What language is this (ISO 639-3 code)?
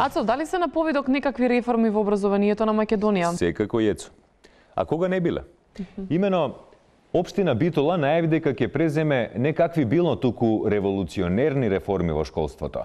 mkd